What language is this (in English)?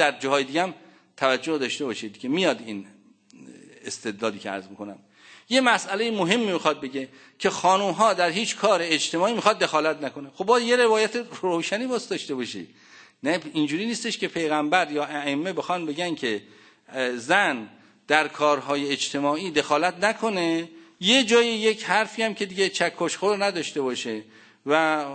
Persian